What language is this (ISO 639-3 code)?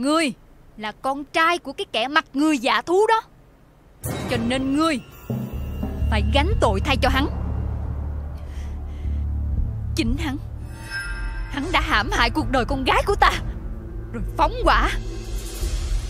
vie